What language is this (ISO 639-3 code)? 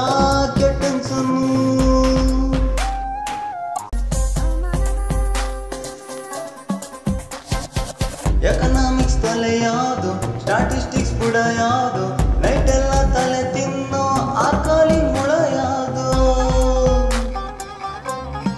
kan